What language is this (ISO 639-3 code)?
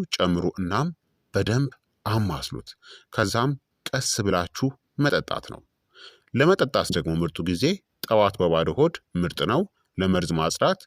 amh